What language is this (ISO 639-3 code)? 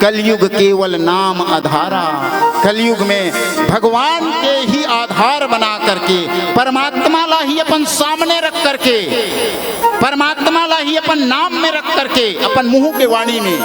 hne